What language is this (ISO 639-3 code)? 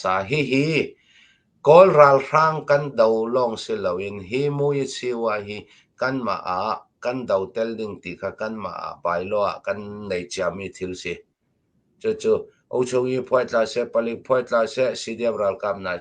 cnh